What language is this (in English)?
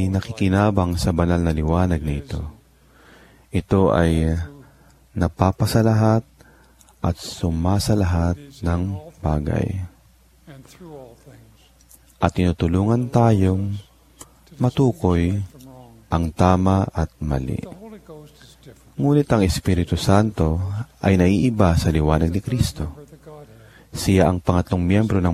Filipino